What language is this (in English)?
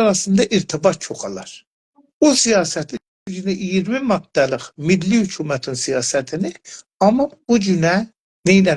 South Azerbaijani